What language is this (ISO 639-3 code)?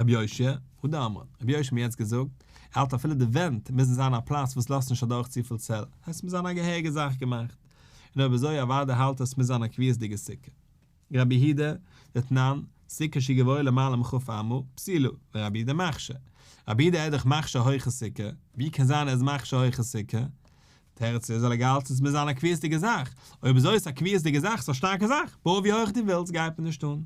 yid